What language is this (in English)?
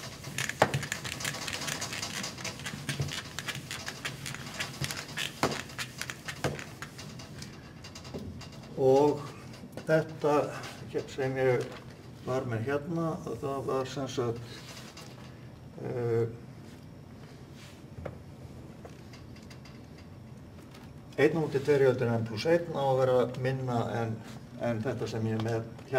Icelandic